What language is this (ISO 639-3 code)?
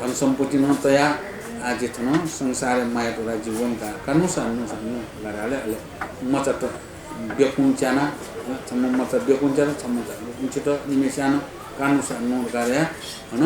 new